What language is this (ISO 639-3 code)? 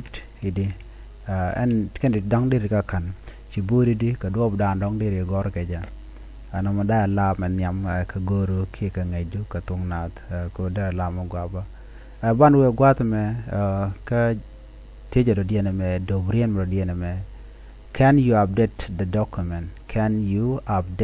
nus